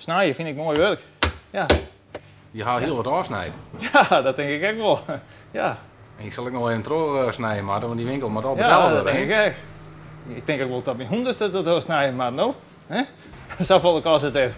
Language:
Western Frisian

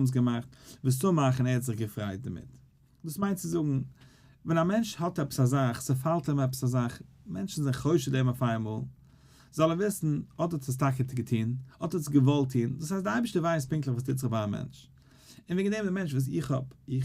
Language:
Yiddish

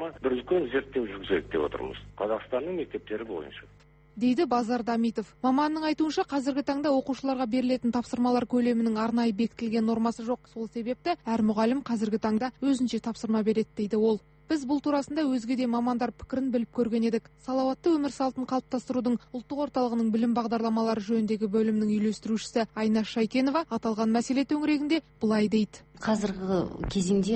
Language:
Kazakh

